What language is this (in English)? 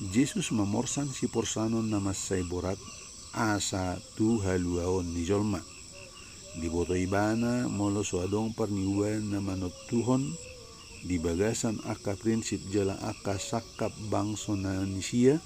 Batak Toba